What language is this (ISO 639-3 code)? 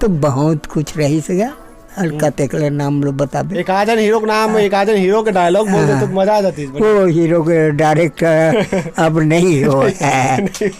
hne